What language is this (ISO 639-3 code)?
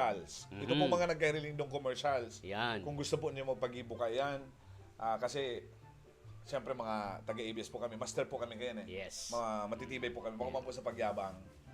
bik